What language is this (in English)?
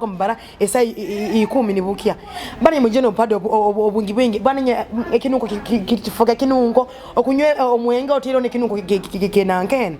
Nyoro